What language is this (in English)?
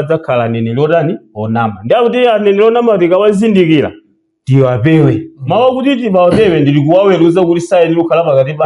Nyanja